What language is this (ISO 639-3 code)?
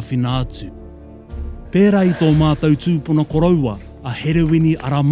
mri